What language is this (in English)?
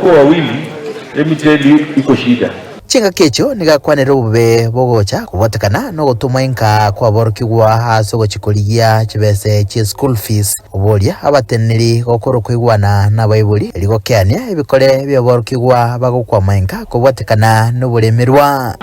Gusii